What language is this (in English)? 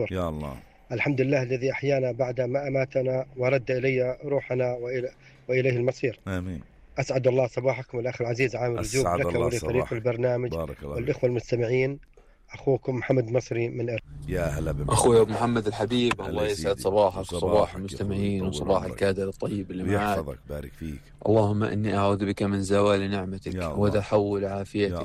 North Levantine Arabic